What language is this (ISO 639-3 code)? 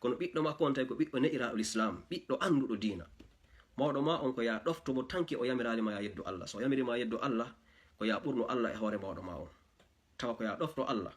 ful